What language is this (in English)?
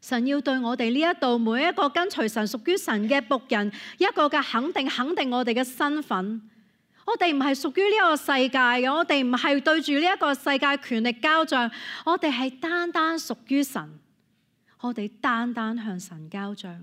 Cantonese